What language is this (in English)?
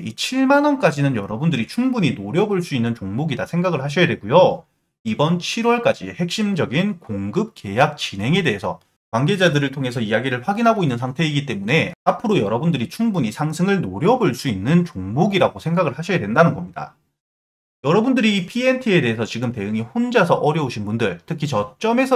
Korean